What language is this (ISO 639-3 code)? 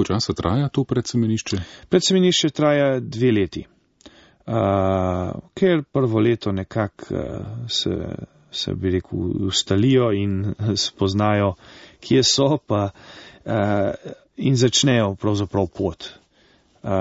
slv